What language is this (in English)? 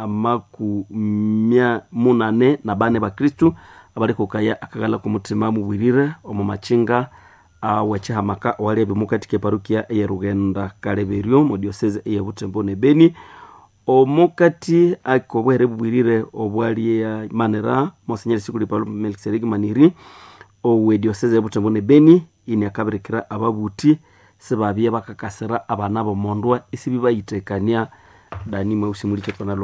Nande